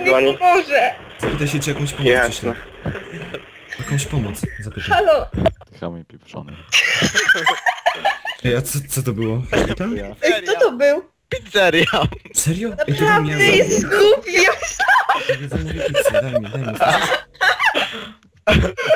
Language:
Polish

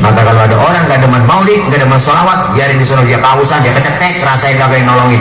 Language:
Betawi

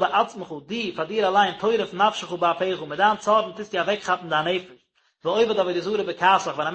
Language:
Yiddish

